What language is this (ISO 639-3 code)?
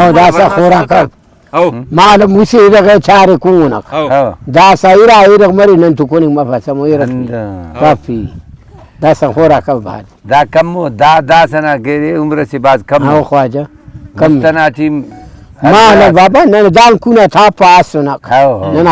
brh